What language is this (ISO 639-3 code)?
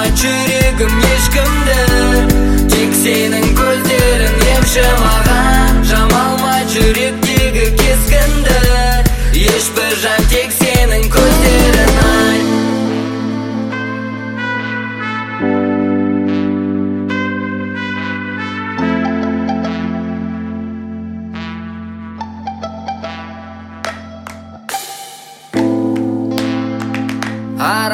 kaz